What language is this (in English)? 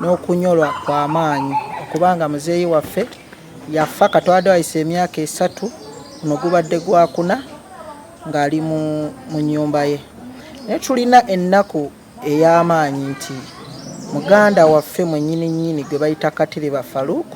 Ganda